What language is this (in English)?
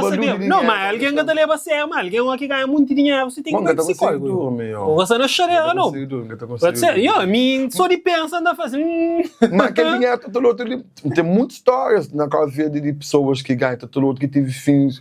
Kabuverdianu